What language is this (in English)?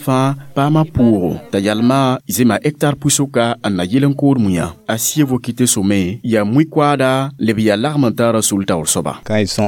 Mossi